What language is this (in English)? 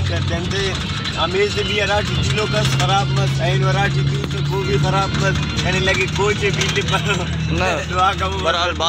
Brahui